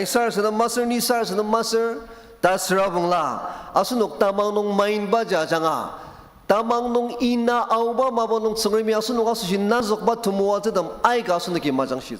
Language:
Ao Naga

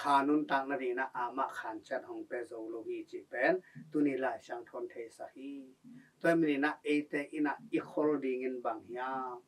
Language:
Tedim Chin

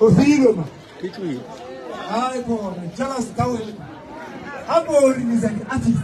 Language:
Northern Sotho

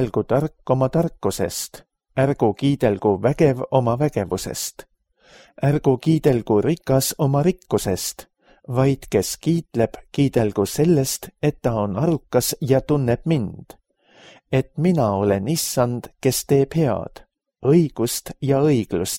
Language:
Estonian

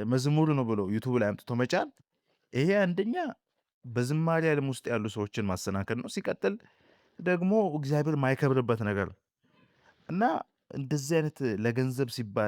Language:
Amharic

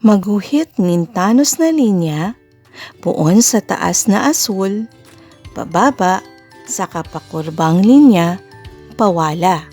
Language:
Bikol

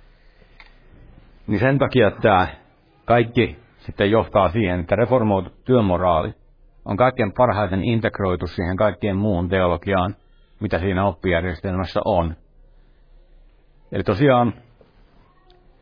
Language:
Finnish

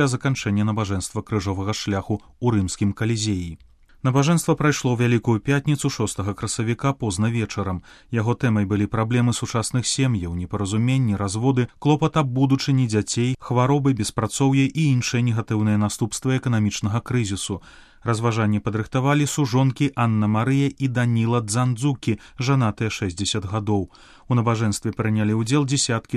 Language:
Belarusian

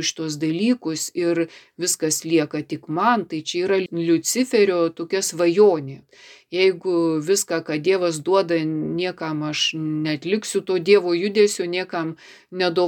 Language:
Lithuanian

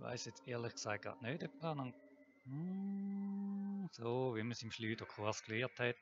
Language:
Swiss German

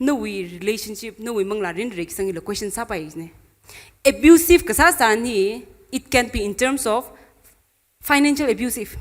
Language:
Tangkhul Naga (India)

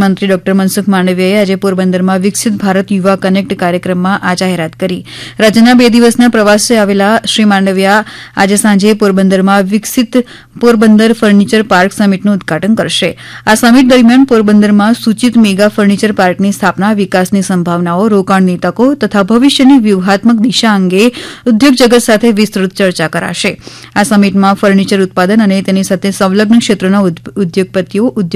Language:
Gujarati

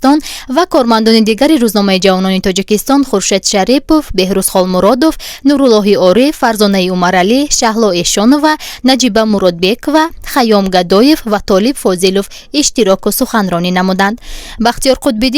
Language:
Tajik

